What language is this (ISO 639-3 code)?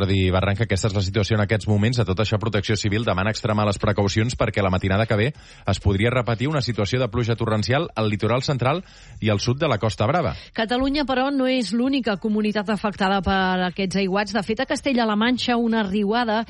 cat